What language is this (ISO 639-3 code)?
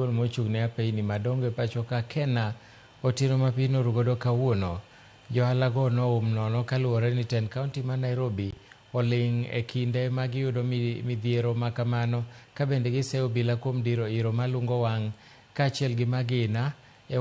luo